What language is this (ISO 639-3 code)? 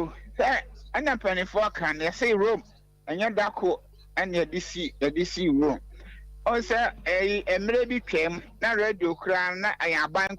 aka